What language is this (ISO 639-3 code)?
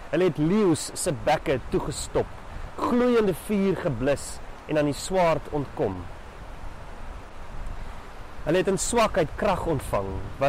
afr